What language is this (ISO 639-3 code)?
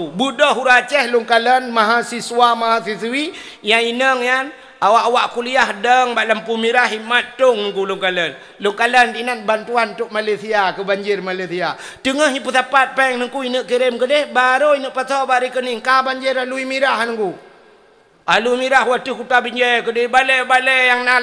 ace